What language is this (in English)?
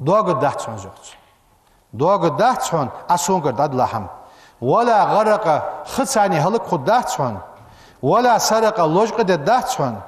Ingush